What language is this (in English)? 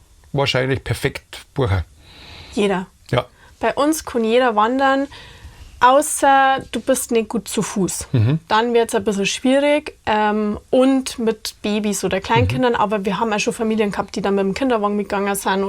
Bavarian